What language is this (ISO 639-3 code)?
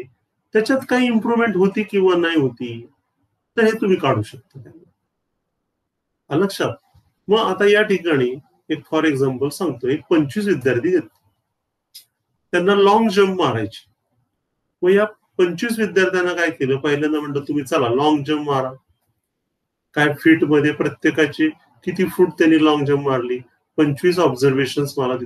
mar